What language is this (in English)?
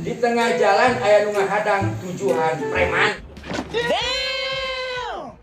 Sundanese